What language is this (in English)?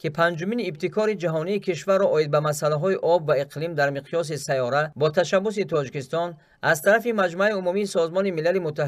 Tajik